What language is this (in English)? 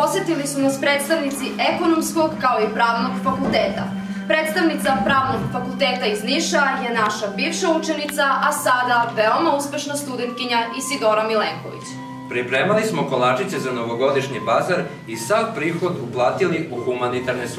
Serbian